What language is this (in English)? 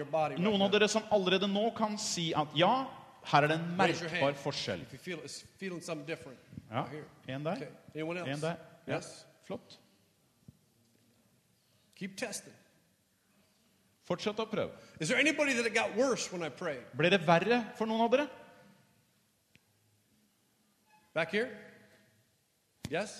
Norwegian